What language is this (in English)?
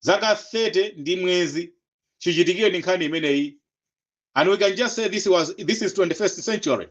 Nyanja